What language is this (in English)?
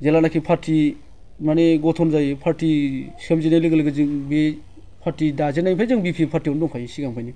Bodo